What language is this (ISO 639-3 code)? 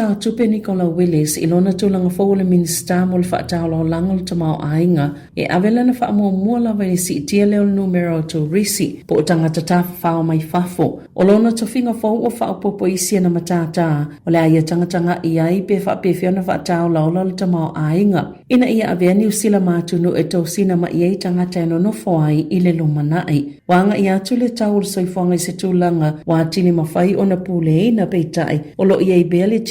smo